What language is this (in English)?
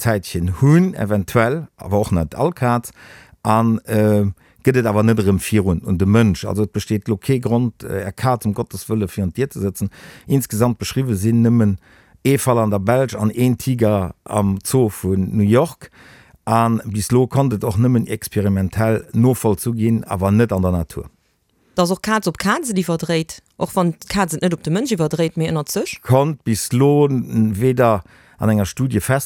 Luxembourgish